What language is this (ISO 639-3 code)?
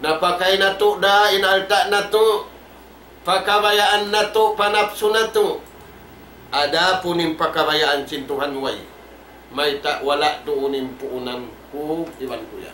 tsg